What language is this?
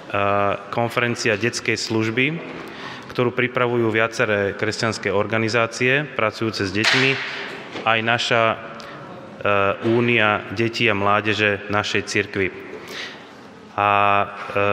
Slovak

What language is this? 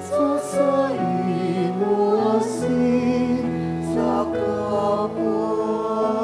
Bikol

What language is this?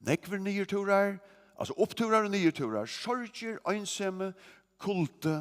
Faroese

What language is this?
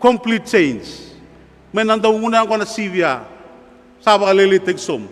Fijian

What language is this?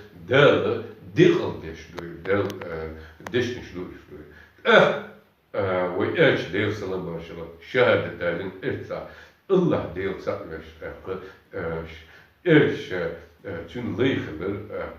Chechen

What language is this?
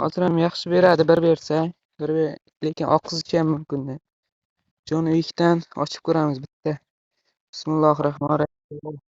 Uzbek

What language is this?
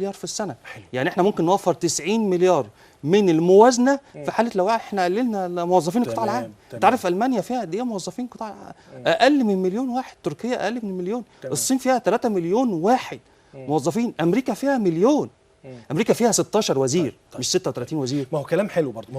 Egyptian Arabic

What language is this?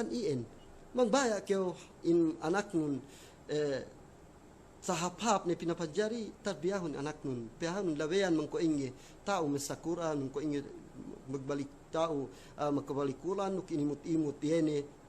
Yakan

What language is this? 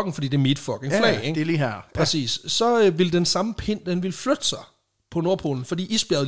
Danish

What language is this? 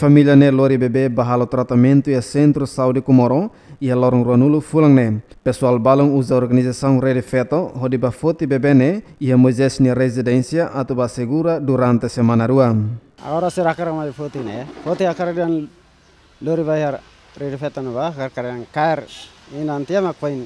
Tetum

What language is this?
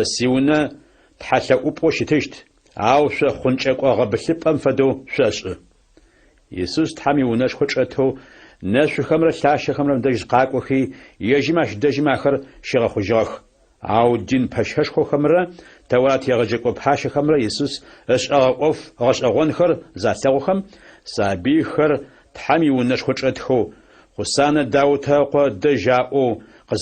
Adyghe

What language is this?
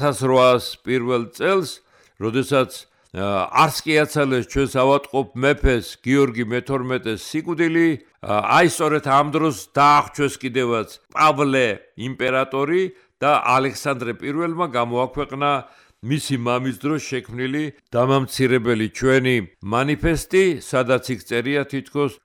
Georgian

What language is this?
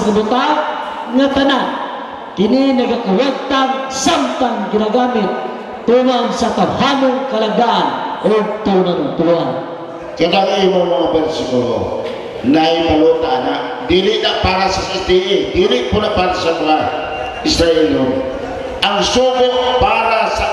Cebuano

